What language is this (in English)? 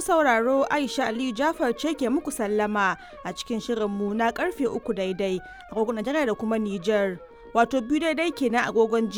Hausa